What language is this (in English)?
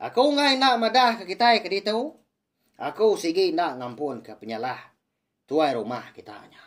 Iban